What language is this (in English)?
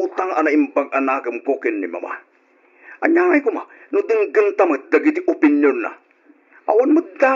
Iloko